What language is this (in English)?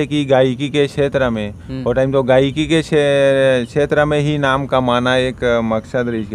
Chhattisgarhi